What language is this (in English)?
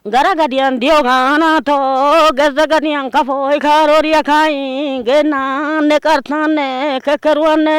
Wolaytta